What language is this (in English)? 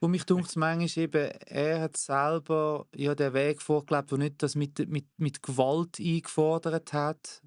Swiss German